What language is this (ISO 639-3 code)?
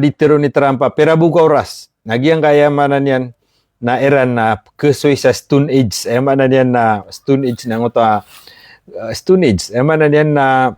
mrw